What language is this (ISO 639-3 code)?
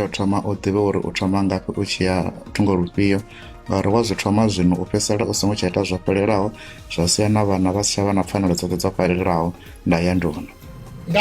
ven